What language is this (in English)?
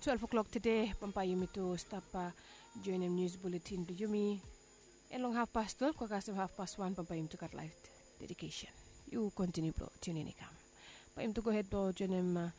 Bislama